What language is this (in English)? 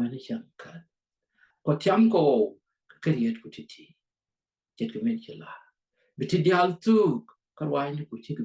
Nuer